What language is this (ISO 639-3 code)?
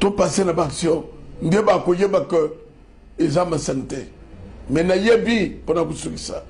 lin